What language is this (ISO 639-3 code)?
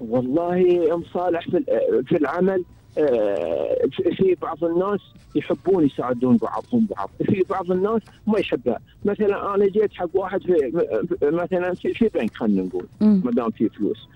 afb